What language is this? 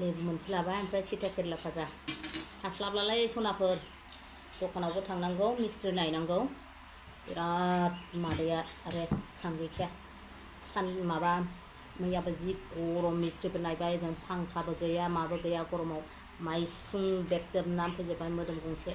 Bodo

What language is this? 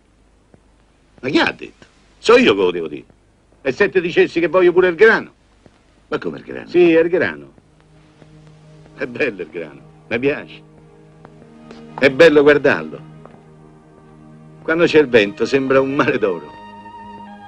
Italian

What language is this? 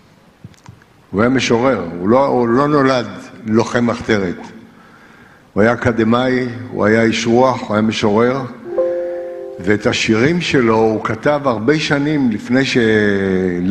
Hebrew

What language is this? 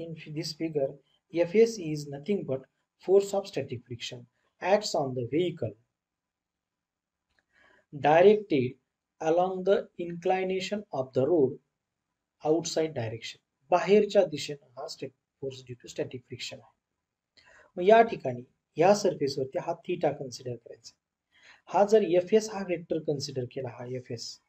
Marathi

